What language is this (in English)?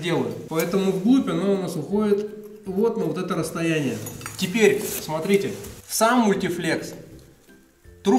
Russian